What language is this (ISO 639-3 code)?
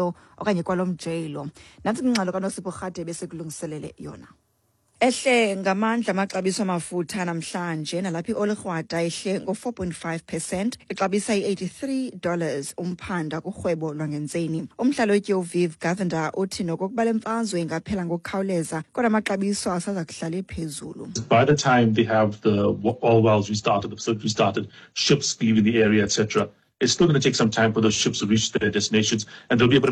xho